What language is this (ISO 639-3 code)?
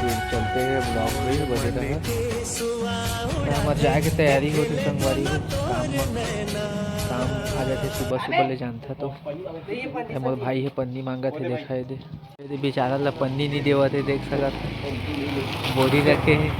hne